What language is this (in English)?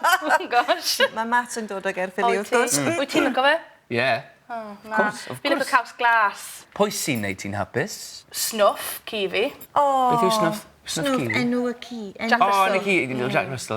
Welsh